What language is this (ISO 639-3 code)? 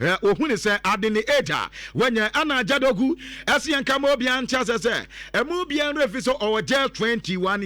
aka